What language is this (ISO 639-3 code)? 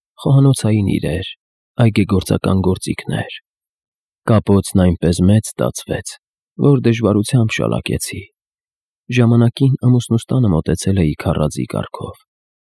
hye